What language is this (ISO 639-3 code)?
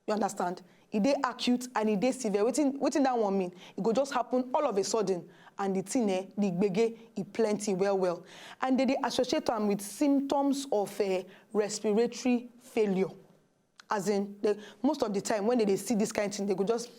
pcm